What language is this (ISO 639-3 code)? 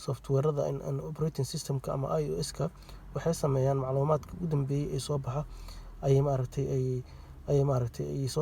som